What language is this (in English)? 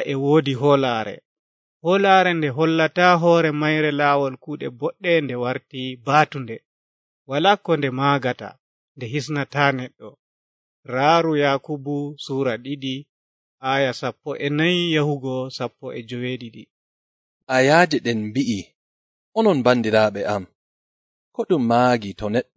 Nigerian Fulfulde